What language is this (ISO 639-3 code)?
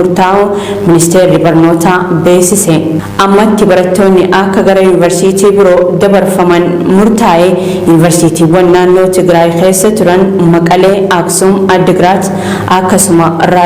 orm